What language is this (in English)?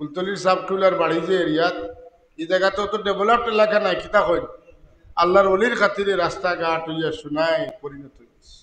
Sylheti